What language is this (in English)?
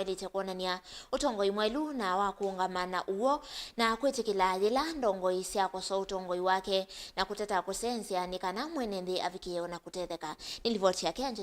Kamba